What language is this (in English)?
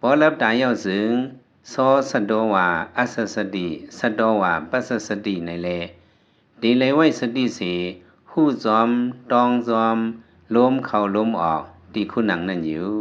Lao